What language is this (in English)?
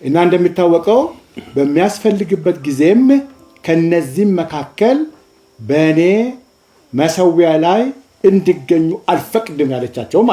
Amharic